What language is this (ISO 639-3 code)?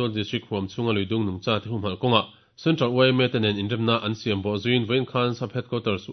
lus